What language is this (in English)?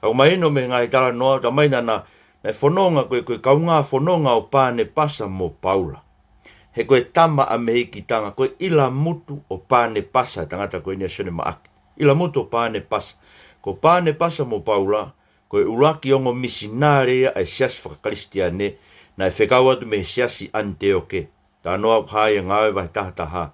Tongan